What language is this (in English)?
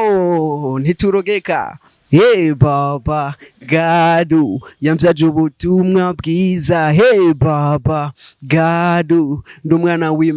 Rundi